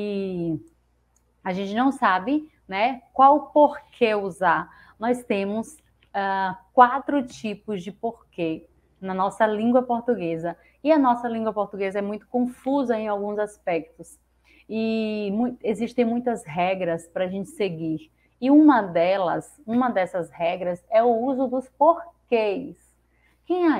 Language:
Portuguese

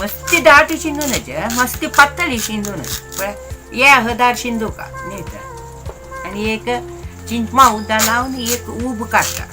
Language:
Konkani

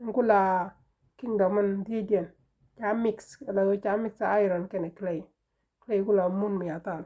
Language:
Nuer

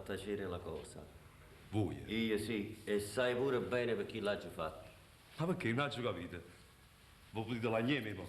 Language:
Neapolitan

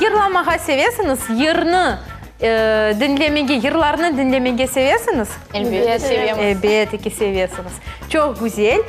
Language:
Crimean Tatar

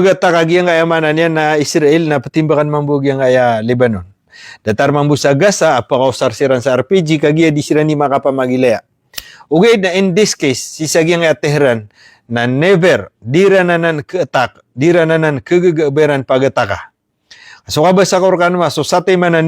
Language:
Maranao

